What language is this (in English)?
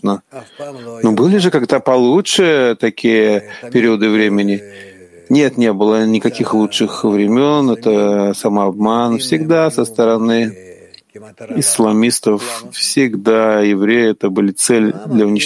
Russian